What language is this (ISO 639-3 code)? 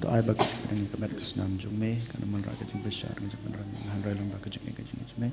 kha